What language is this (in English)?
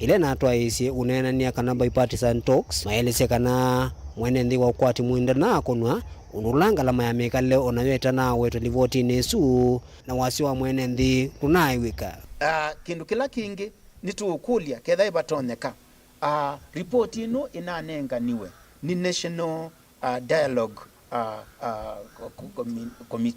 Kamba